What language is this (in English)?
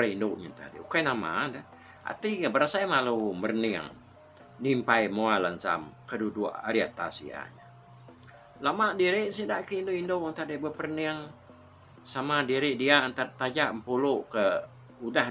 Iban